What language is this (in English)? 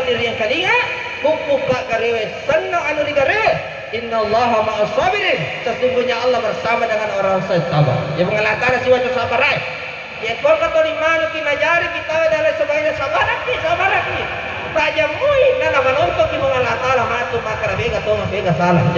Buginese